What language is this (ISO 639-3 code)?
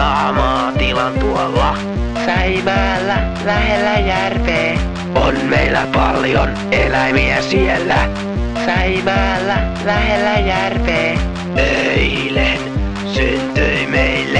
fin